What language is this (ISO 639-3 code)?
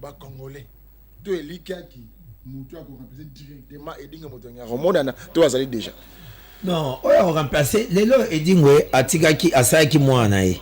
lin